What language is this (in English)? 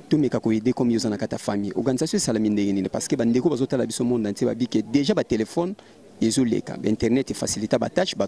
Lingala